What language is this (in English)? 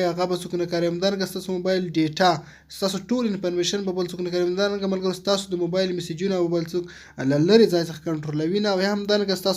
Pashto